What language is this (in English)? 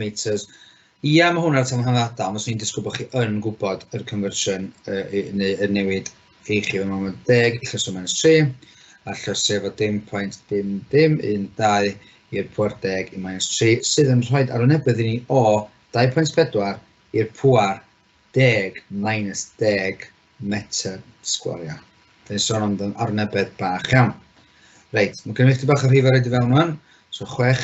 Welsh